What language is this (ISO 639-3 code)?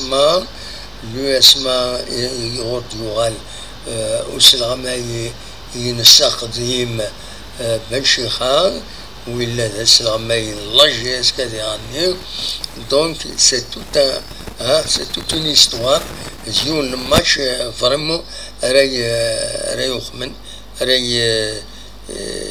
kab